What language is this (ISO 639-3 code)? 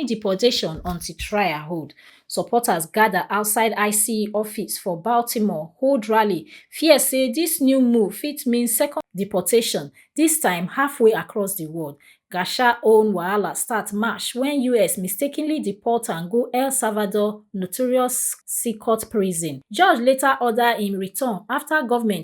pcm